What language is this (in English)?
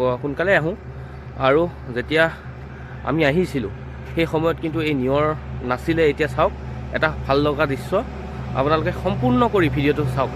Assamese